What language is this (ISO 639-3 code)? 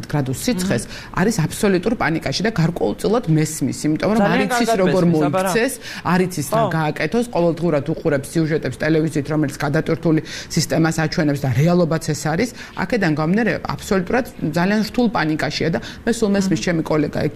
kat